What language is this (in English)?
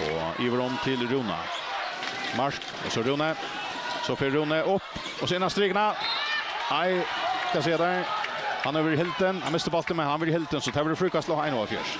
Faroese